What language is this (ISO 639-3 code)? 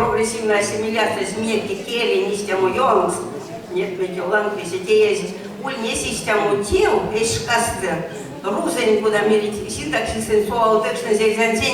myv